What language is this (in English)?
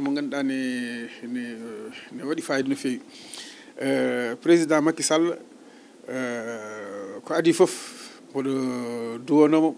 Fula